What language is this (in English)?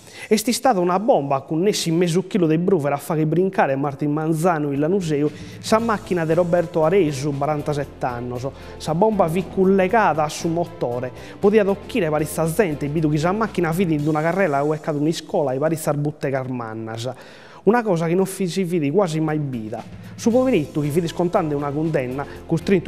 Sardinian